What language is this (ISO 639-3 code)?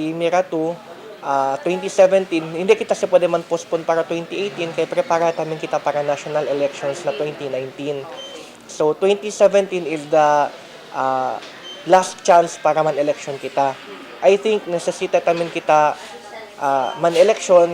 cbk